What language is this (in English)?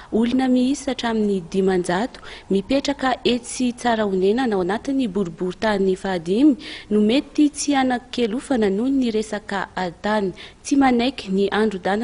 Malagasy